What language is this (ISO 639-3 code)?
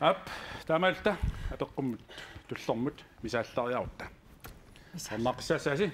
kal